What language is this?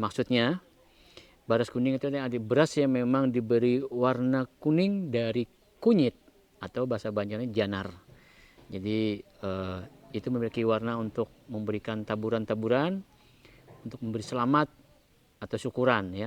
Banjar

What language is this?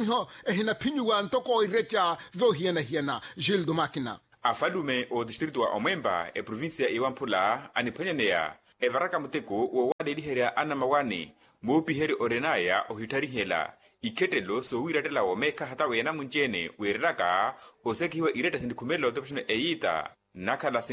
Makhuwa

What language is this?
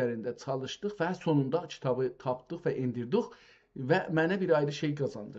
South Azerbaijani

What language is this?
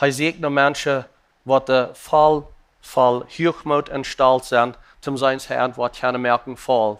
Plautdietsch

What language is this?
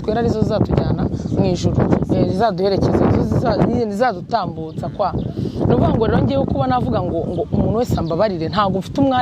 Kinyarwanda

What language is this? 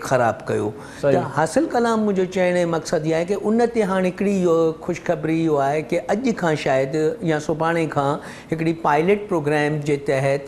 Sindhi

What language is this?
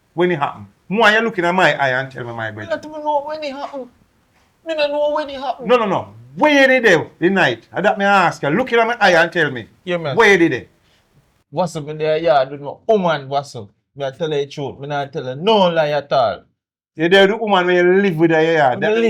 Jamaican Creole English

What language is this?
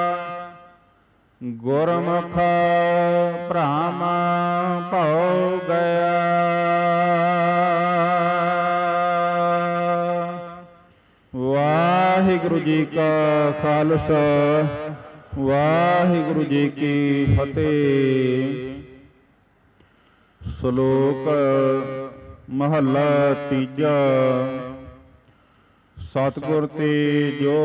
Punjabi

